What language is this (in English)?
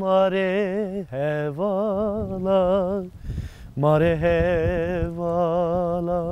Zaza